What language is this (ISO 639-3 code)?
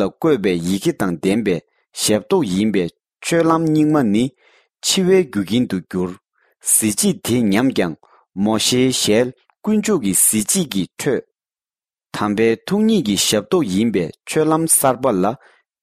bod